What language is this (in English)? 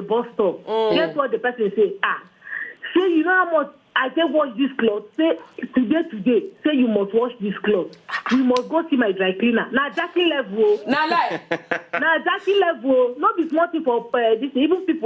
Nigerian Pidgin